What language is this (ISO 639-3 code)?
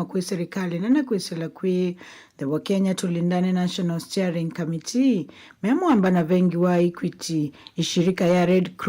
kam